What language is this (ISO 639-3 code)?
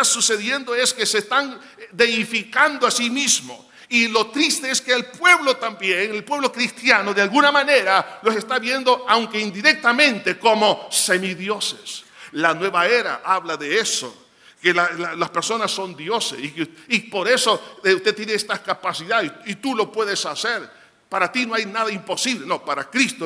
spa